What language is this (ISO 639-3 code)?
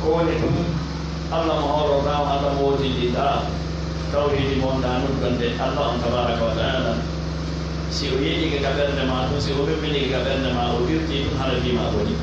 fuf